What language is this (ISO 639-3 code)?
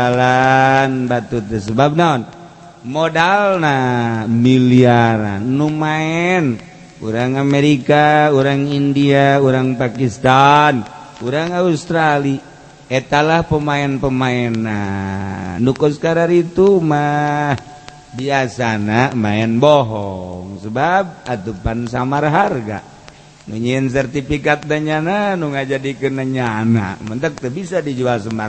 sun